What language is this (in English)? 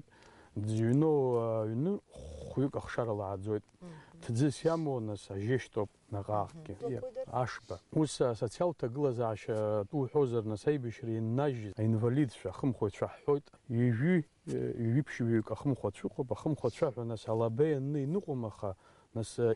Abkhazian